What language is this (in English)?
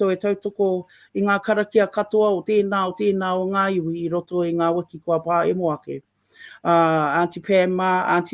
Māori